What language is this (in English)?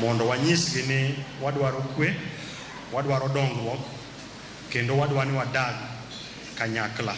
Luo (Kenya and Tanzania)